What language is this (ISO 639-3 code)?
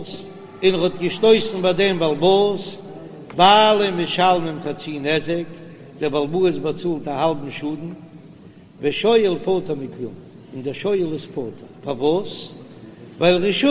yid